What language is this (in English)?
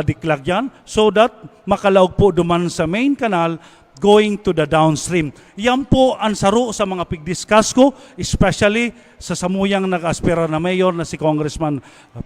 Bikol